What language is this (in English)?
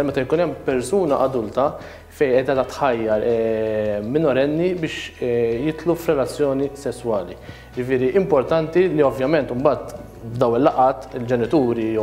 Maltese